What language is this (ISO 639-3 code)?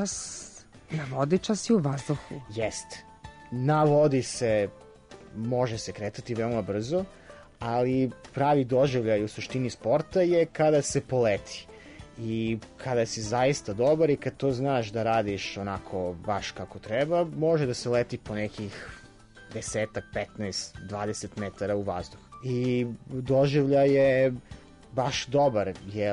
srp